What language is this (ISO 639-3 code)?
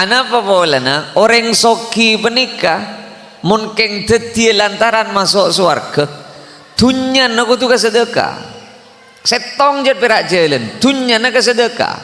mad